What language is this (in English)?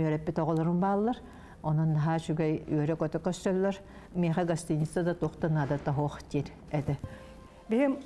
Yakut